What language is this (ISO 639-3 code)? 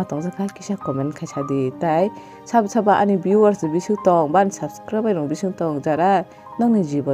trp